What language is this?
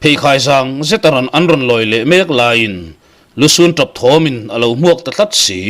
Mizo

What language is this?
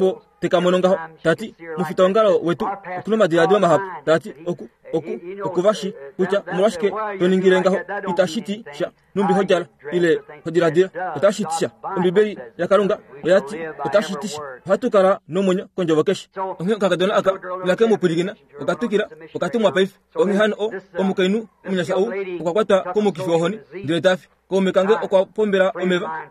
Kuanyama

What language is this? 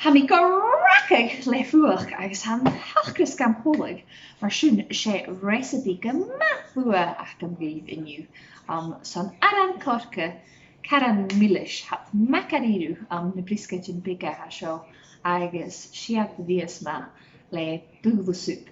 Scottish Gaelic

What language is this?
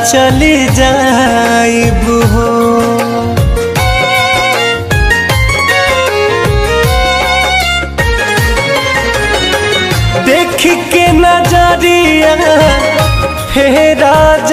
Bhojpuri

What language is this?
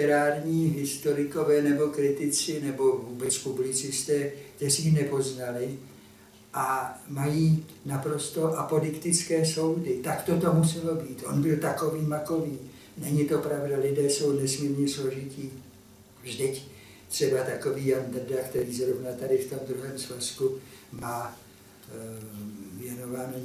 Czech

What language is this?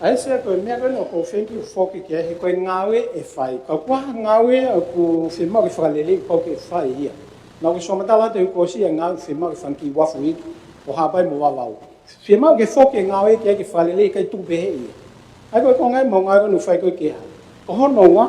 Tongan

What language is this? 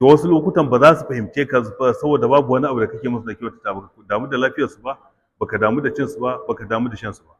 Hausa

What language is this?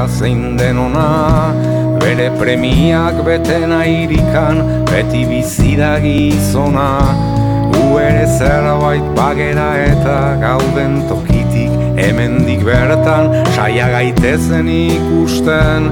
Basque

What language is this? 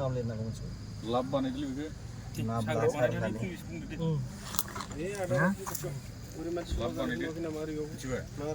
Bodo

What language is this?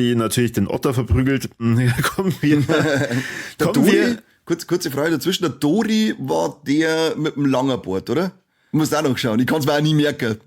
Bavarian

